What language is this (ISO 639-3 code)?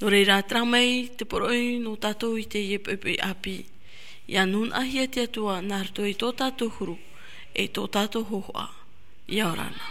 tah